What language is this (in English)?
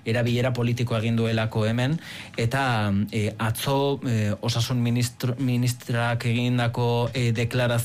Basque